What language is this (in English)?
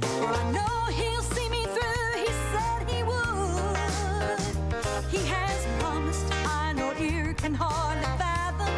Gilbertese